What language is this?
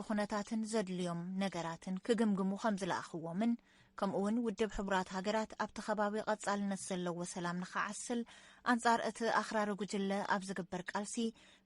Tigrinya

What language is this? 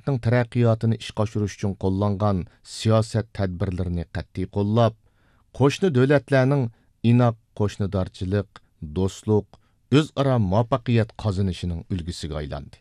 Uyghur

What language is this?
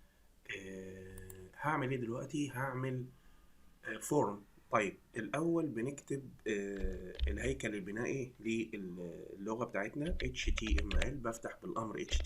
Egyptian Arabic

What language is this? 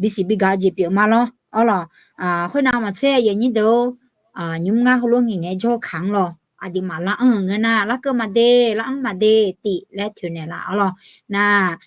Akha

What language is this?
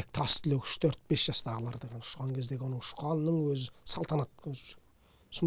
Kazakh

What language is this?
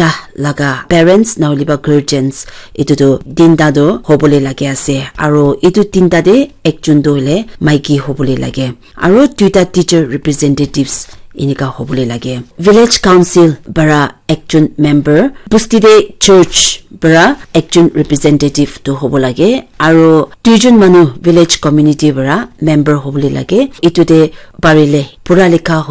Naga Pidgin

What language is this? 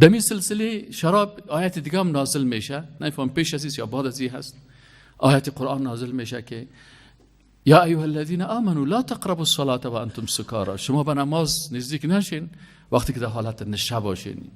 Persian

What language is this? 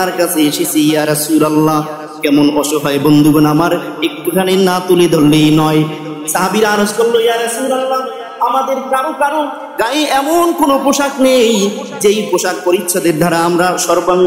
Bangla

